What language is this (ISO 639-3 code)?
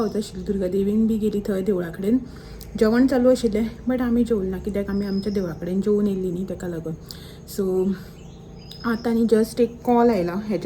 kok